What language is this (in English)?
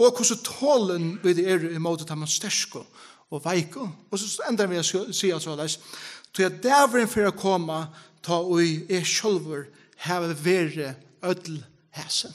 Faroese